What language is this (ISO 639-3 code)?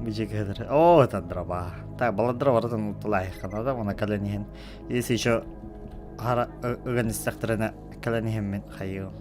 sah